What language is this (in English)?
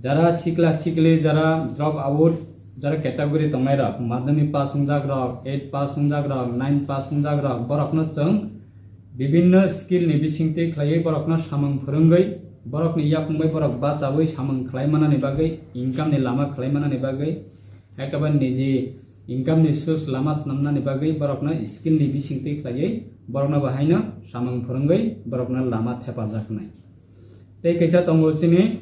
Riang (India)